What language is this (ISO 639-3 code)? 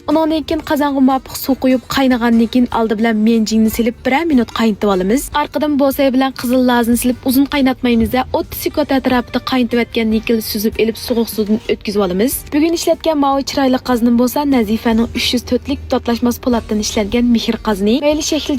uig